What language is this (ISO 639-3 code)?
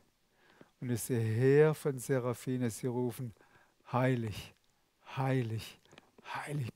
gsw